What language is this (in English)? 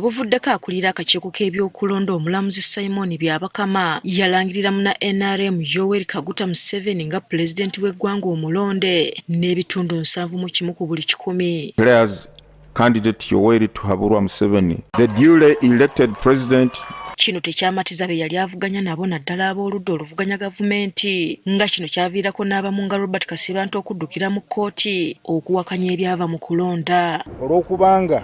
Ganda